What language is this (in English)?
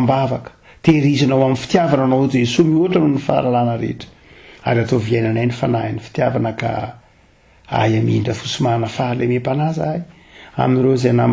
Malagasy